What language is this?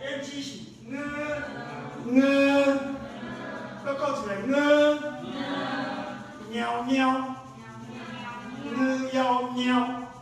Min Nan Chinese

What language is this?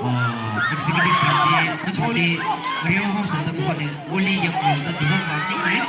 Tangkhul Naga (India)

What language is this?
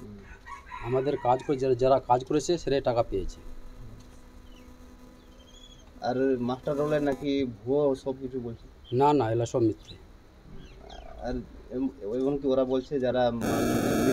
Bangla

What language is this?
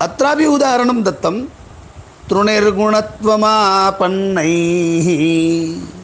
Sanskrit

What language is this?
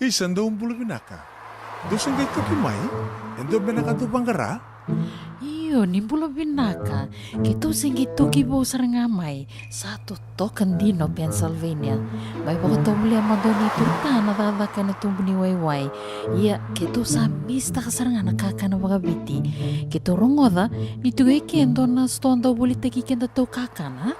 Fijian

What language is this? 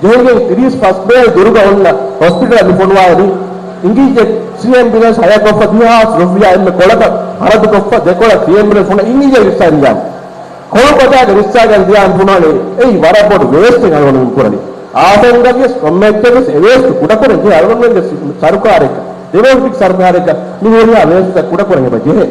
Divehi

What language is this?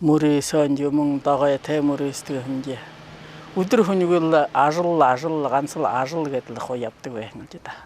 Buriat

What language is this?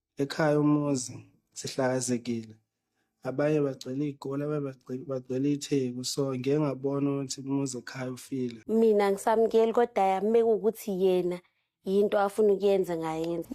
Zulu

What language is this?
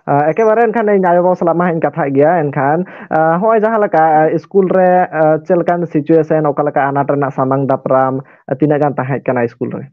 Santali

